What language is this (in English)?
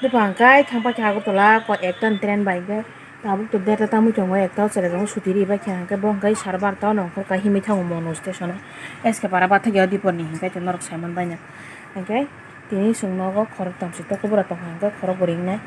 Kok Borok